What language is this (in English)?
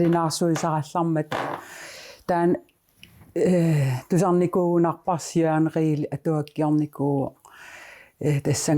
Kalaallisut